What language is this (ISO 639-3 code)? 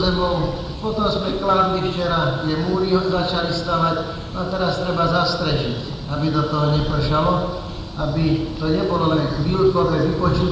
slk